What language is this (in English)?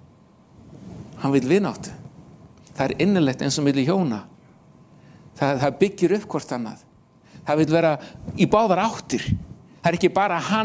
Icelandic